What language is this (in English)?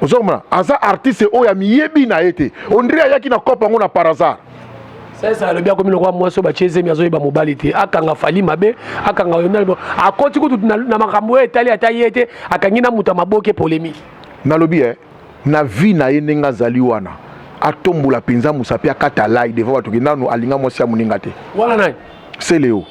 Lingala